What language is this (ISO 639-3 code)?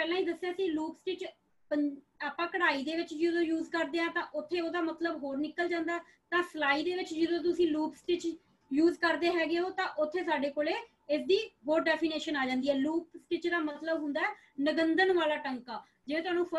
pan